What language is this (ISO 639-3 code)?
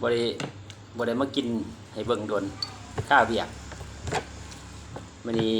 lao